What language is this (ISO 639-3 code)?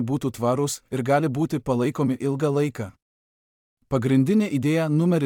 lit